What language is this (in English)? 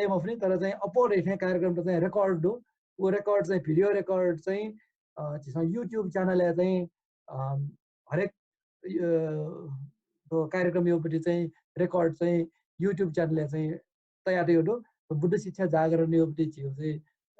Newari